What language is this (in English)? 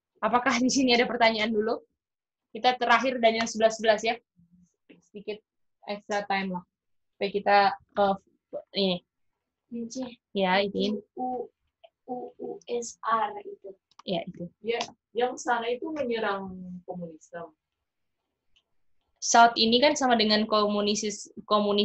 Indonesian